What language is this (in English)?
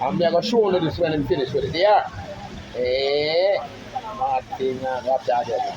Jamaican Creole English